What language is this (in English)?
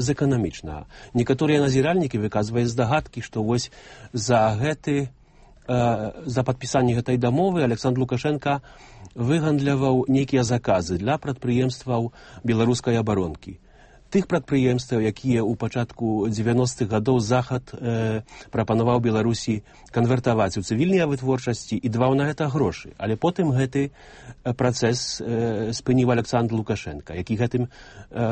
Belarusian